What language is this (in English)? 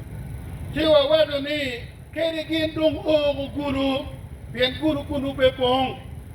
Acoli